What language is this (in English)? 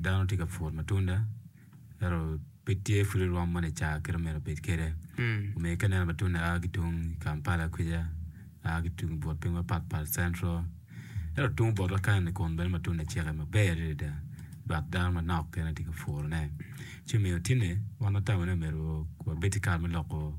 Acoli